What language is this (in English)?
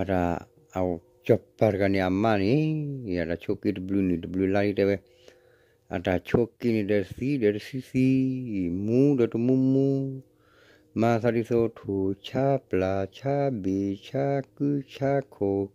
S'gaw Karen